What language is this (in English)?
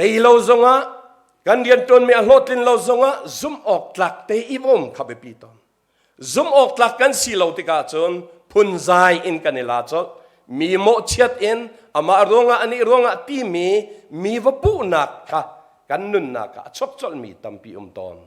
Hakha Chin